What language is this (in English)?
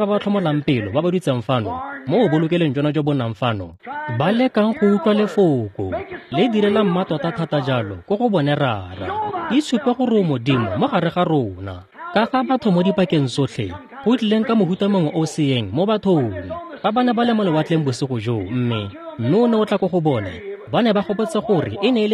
Tswana